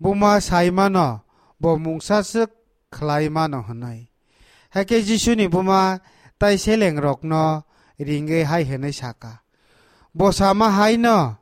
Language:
Kok Borok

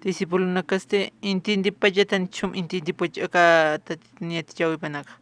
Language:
Aymara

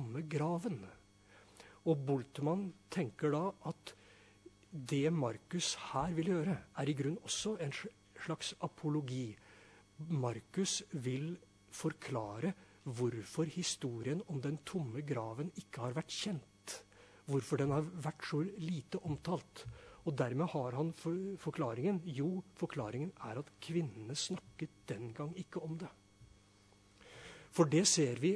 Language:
Norwegian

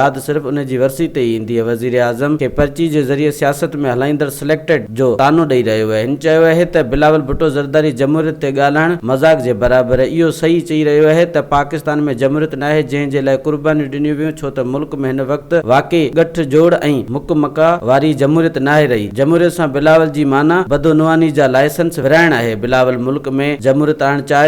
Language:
Sindhi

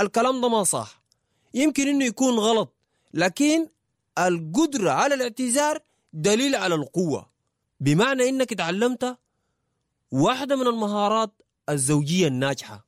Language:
Sudanese Arabic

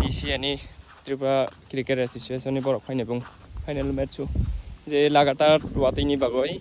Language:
Kok Borok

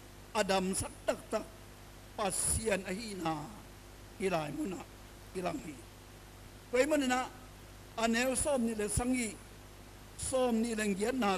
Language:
Tedim Chin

